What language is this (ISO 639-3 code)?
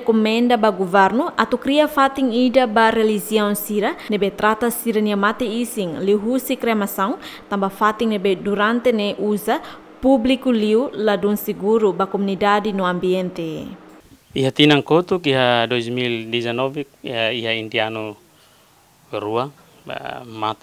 tet